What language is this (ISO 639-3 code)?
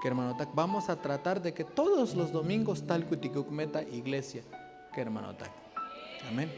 tzo